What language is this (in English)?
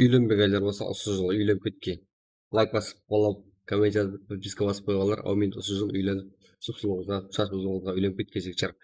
Kara-Kalpak